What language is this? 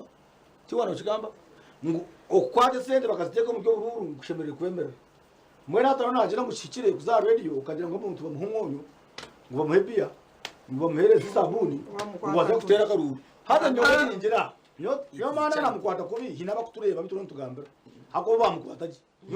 Nyankole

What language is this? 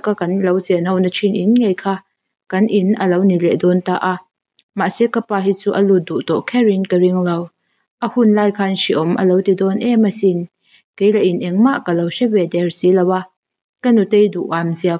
Mizo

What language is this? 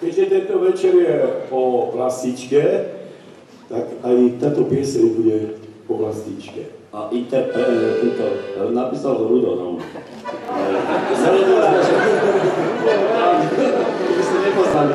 Slovak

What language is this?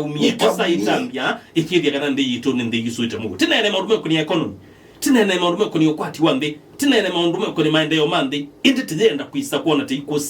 Kamba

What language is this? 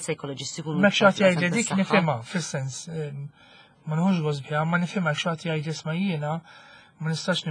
Maltese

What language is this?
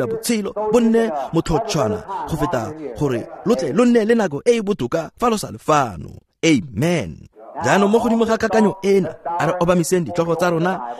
Tswana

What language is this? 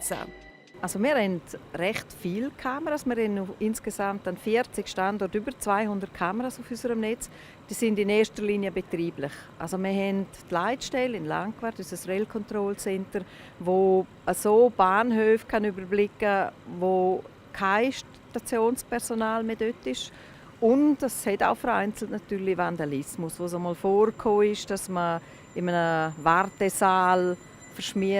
Romansh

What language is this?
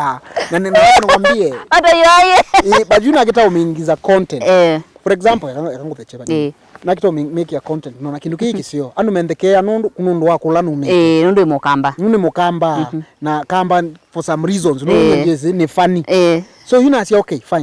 Kamba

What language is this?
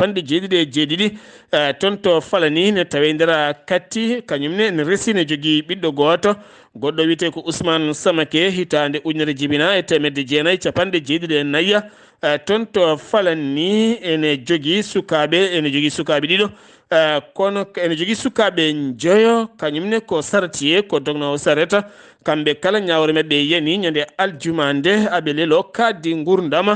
Fula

